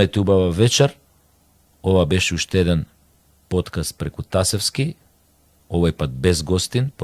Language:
Macedonian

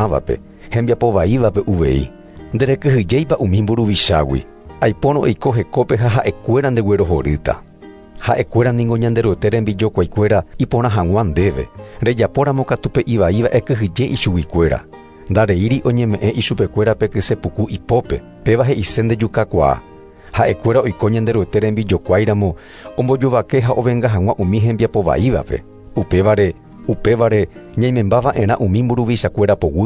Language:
Guarani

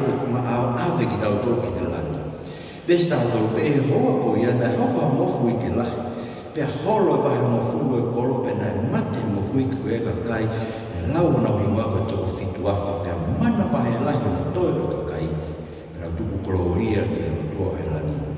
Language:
Tongan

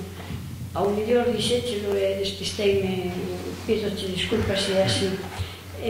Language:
Galician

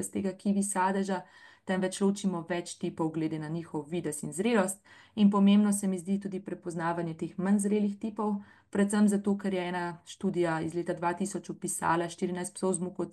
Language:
Slovenian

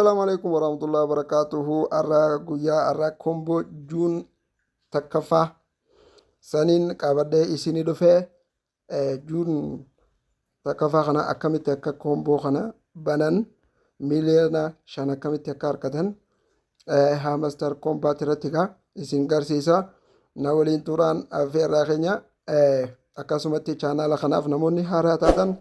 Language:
Oromo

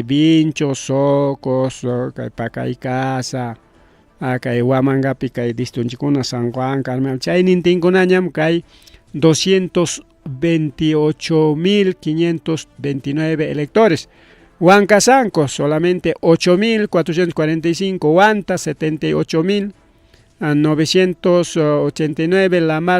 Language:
Ayacucho Quechua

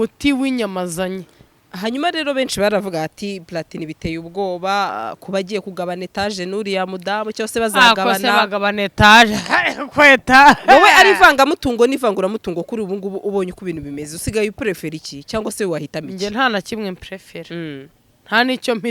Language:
Kinyarwanda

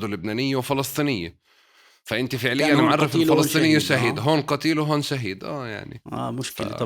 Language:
North Levantine Arabic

